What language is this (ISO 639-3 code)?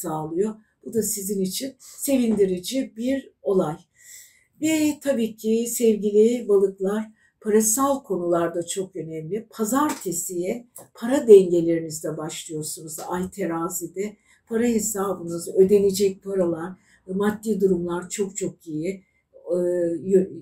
tur